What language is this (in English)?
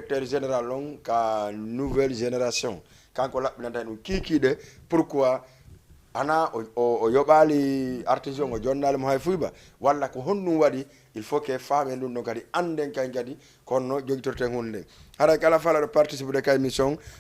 Fula